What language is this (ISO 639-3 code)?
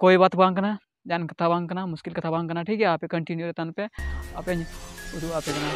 sat